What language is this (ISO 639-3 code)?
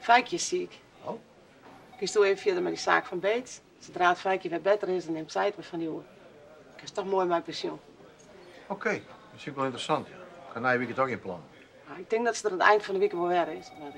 fry